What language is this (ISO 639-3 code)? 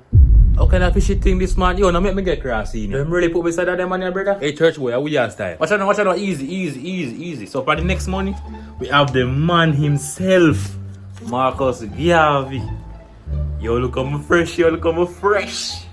jam